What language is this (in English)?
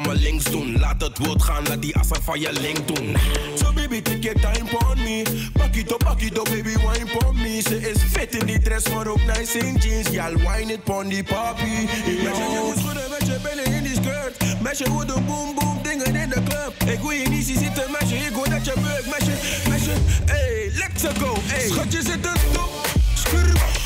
Dutch